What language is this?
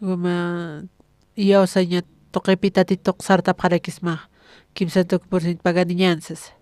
Aymara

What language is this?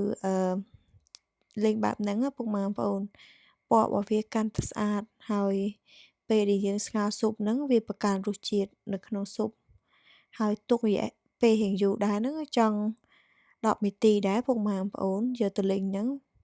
Khmer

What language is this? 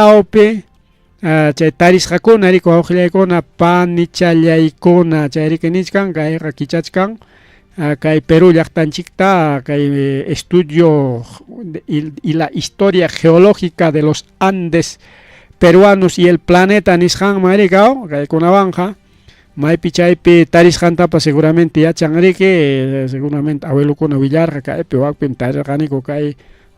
Ayacucho Quechua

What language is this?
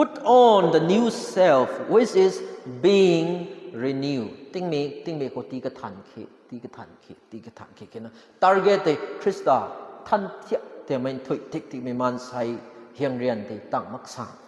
Rongmei Naga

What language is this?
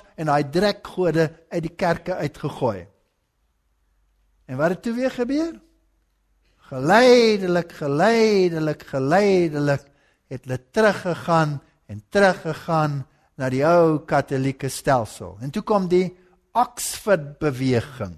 Afrikaans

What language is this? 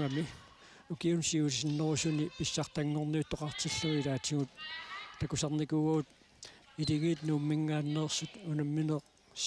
Kalaallisut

